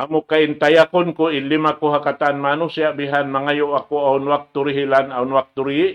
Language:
Tausug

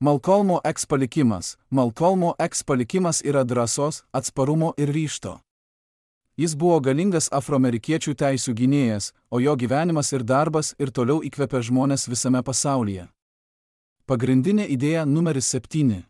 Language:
Lithuanian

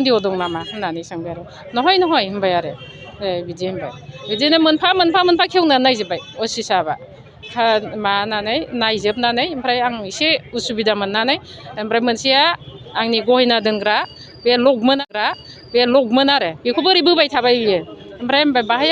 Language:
Bodo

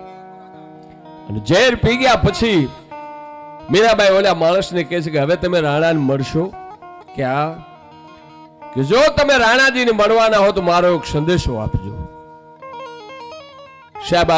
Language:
Gujarati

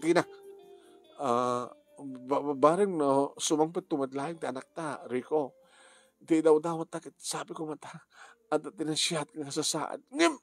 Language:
Iloko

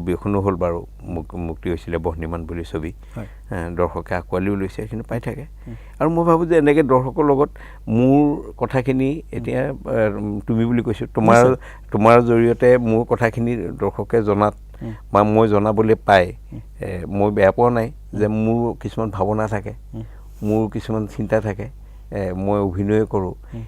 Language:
Assamese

